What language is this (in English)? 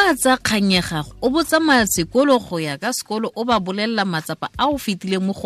Tswana